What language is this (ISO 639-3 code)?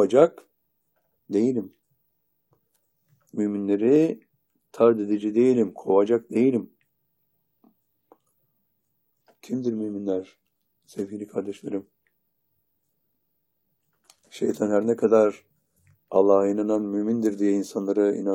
tur